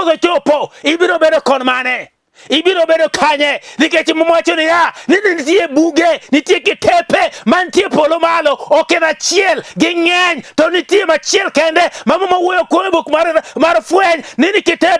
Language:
Luo (Kenya and Tanzania)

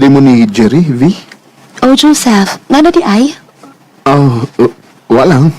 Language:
Cebuano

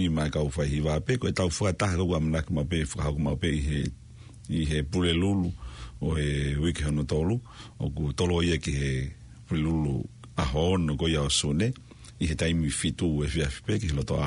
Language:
Tongan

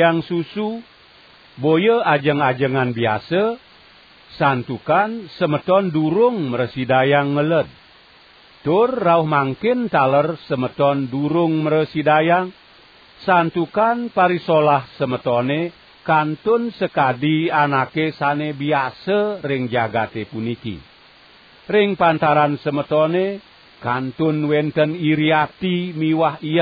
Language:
Balinese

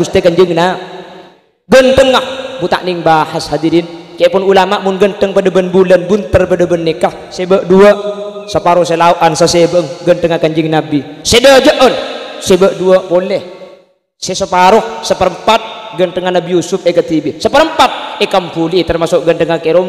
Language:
Madurese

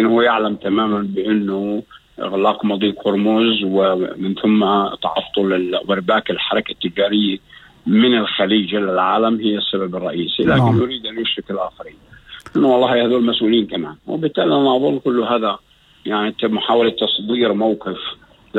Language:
North Levantine Arabic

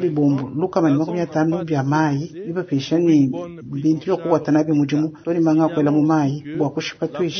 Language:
Luba-Lulua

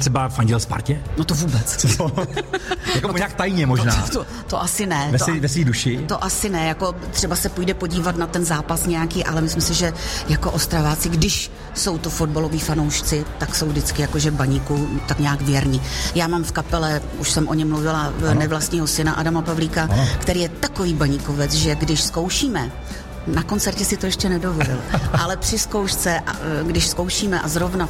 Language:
Czech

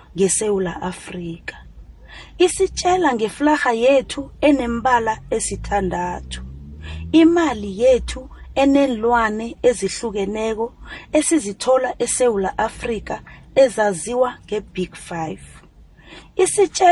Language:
South Ndebele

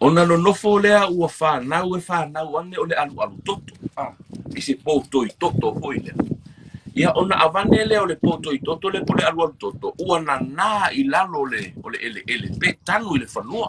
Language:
Samoan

